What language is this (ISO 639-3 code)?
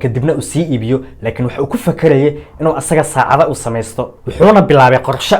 som